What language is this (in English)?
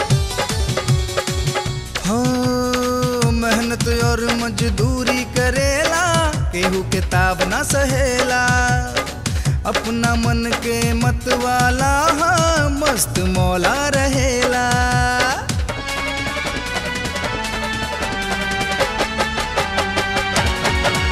Bhojpuri